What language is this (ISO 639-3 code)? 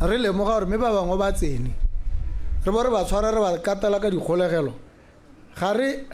tsn